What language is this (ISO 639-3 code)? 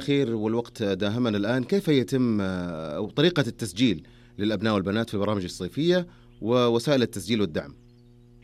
ara